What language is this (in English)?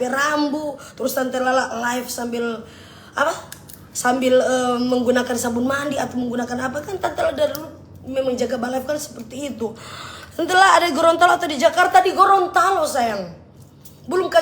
Manado Malay